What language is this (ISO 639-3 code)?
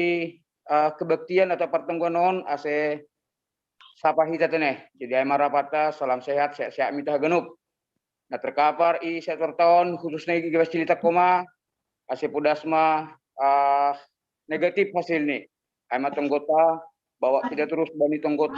bts